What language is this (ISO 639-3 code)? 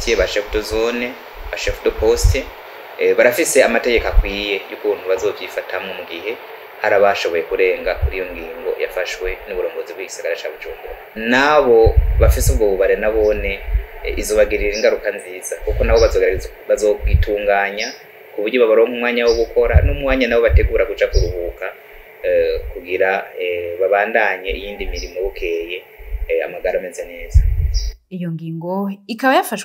run